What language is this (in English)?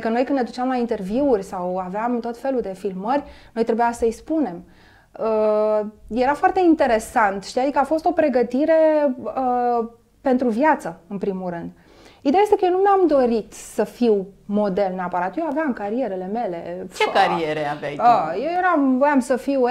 Romanian